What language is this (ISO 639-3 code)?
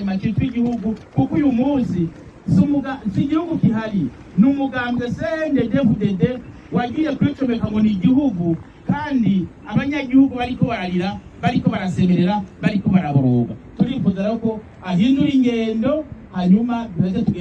run